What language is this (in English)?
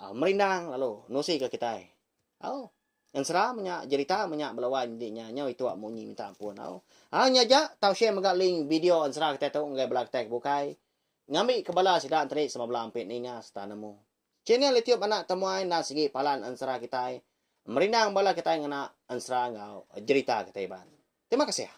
Iban